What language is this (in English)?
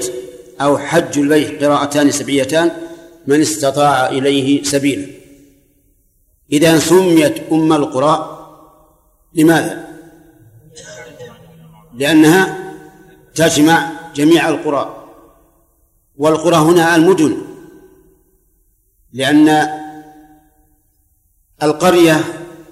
Arabic